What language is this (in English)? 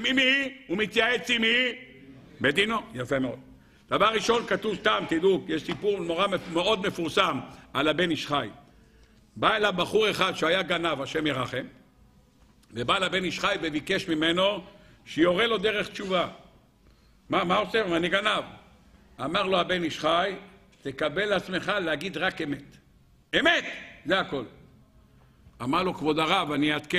Hebrew